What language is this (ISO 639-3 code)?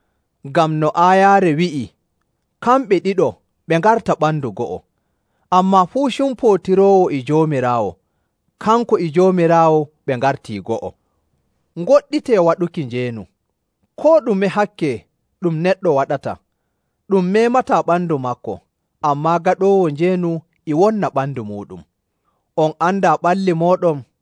fuv